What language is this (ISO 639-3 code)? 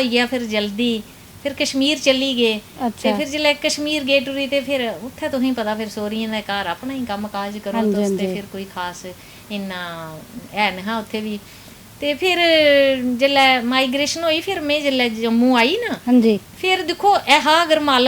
doi